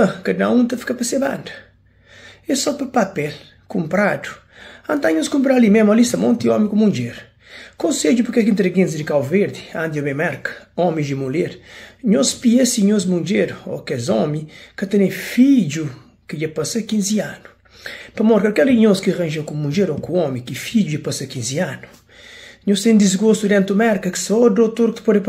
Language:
Kabuverdianu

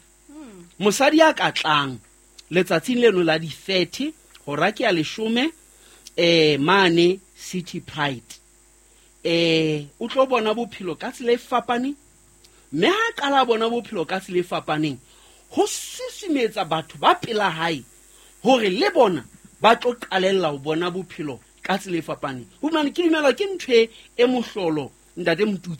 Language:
Southern Sotho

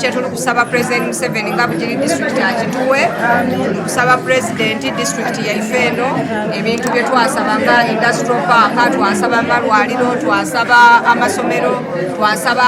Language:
Soga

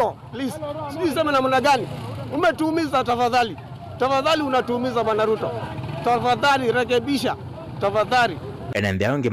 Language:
Kamba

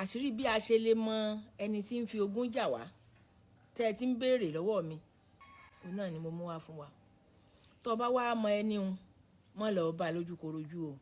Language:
Yoruba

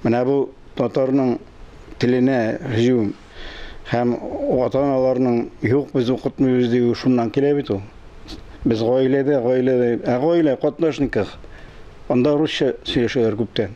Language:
Tatar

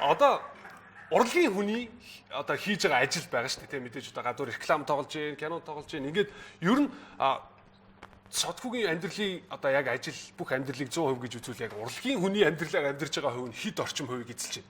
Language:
Mongolian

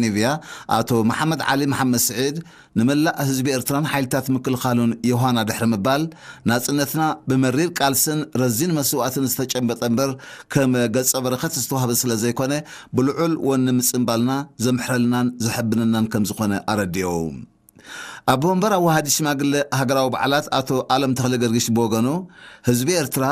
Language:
Tigrinya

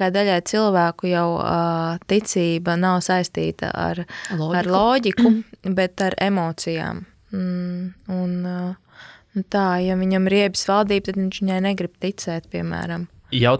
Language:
Latvian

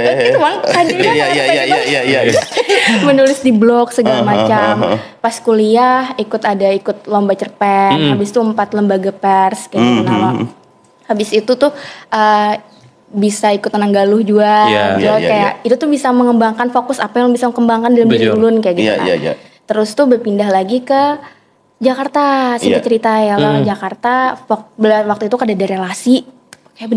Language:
Banjar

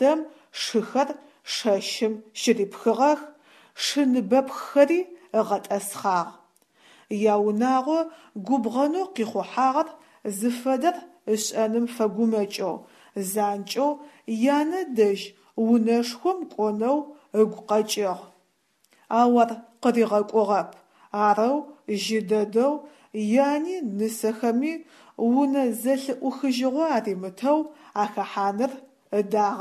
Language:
Adyghe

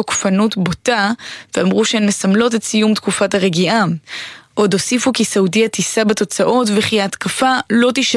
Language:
Hebrew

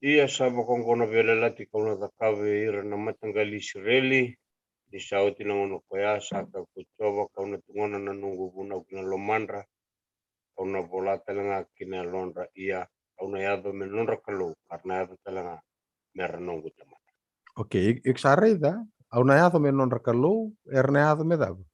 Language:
Fijian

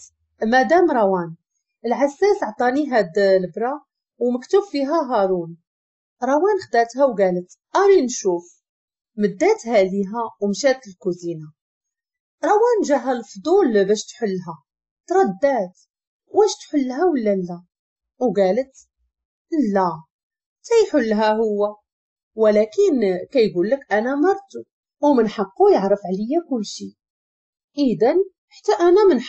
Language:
Moroccan Arabic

